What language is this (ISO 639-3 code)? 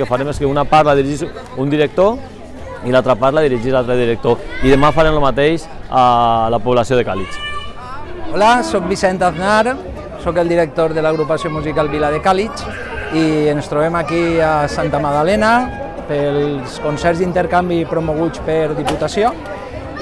cat